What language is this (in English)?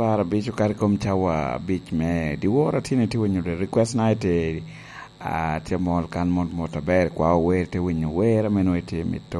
Lango (Uganda)